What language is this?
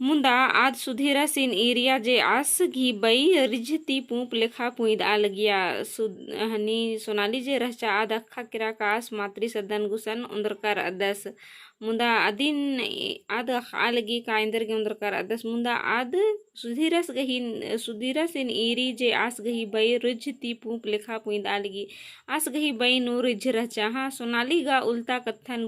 Kurukh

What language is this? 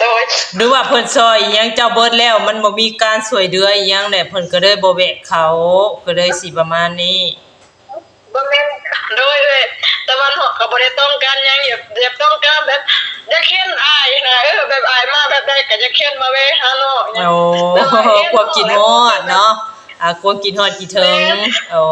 Lao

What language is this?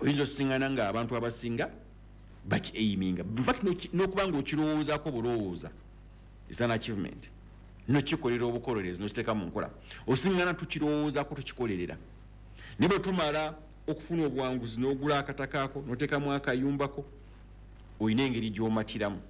Ganda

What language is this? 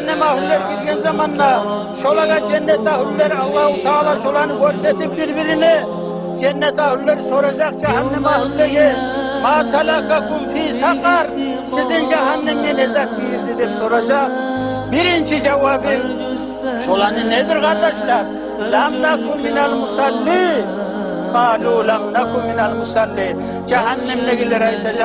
Kumyk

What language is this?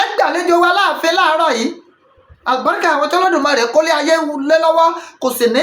Yoruba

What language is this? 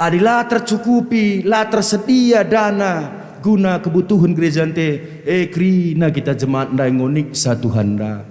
Batak Karo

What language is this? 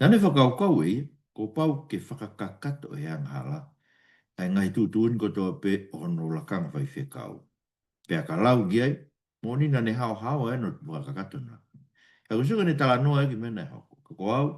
Tongan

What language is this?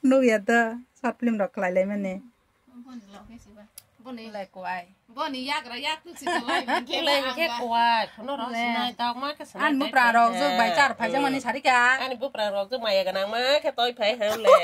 Kok Borok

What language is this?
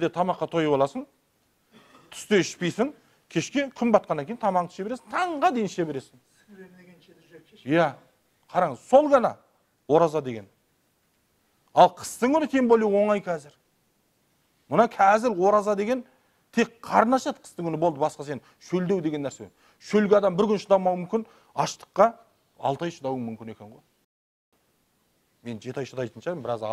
Kazakh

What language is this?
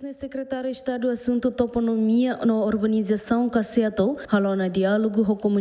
Tetum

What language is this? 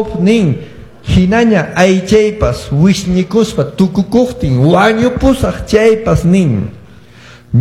Quechua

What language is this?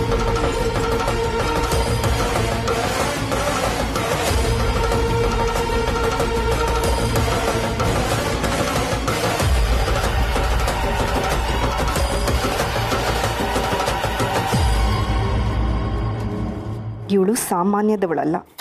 Kannada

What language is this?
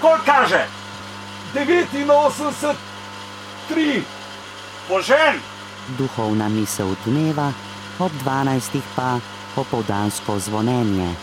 Slovenian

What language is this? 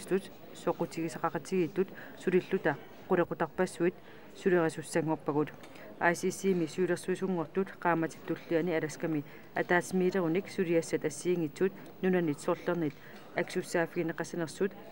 Kalaallisut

